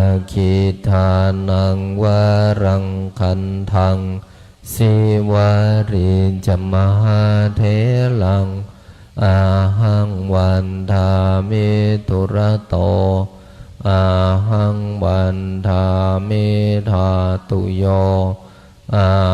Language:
Pali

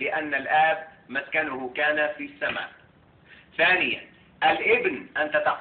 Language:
Egyptian Arabic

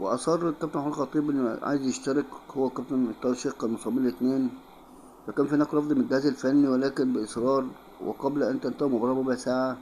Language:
Egyptian Arabic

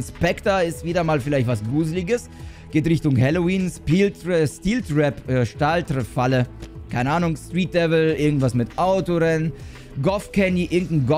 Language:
German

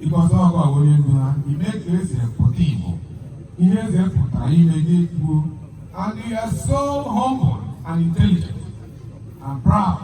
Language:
Igbo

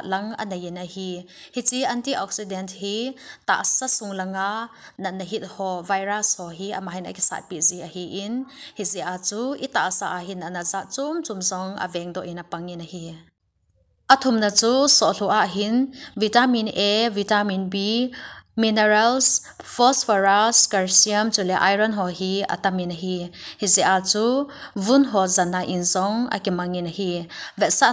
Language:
Thado Chin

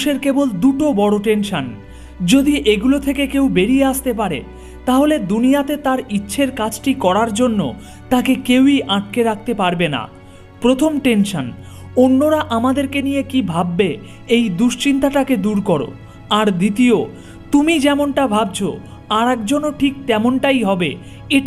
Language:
Bangla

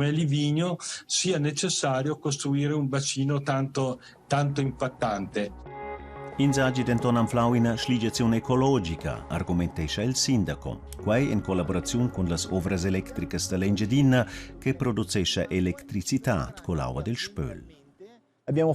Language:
Romansh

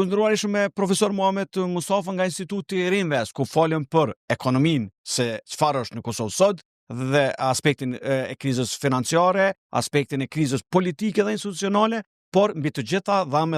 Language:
Albanian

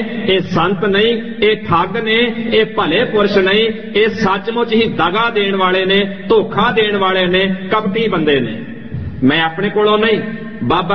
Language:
Punjabi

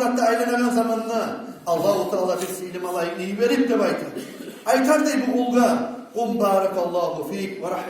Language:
Kumyk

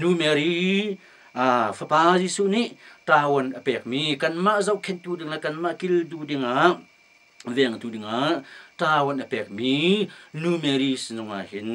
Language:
Hakha Chin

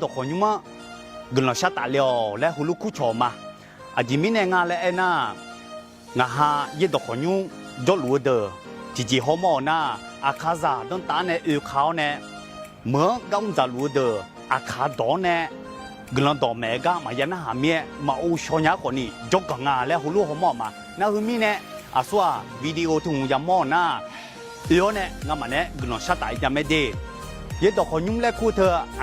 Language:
Akha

